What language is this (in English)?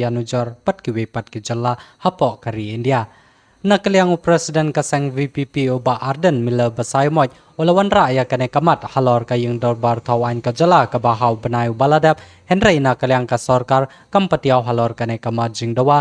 Khasi